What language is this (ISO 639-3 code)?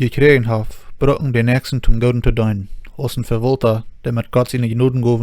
pdt